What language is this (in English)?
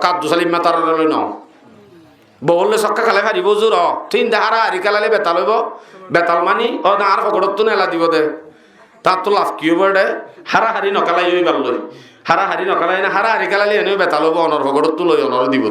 Rohingya